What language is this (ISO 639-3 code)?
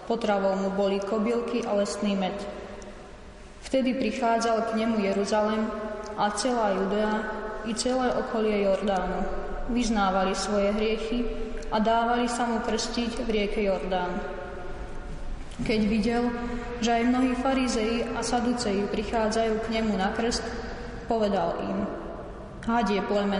slk